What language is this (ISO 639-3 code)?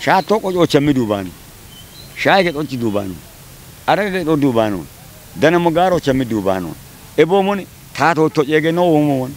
kbr